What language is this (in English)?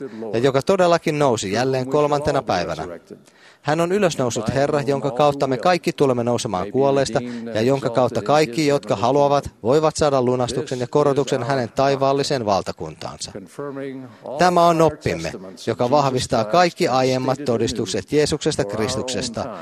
Finnish